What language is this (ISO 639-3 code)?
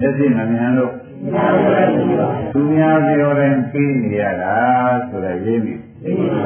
mya